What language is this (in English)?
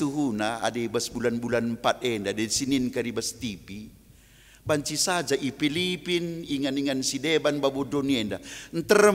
Batak Karo